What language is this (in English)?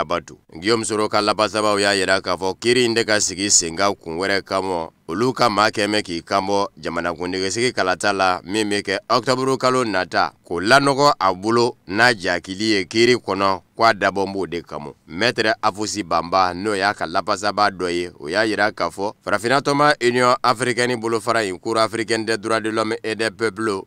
Bambara